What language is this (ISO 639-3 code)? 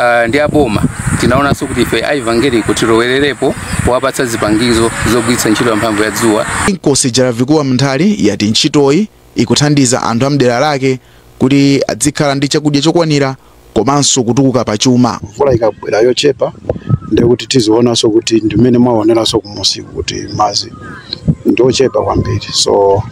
nya